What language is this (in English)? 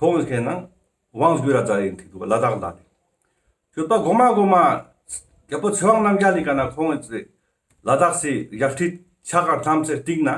Ladakhi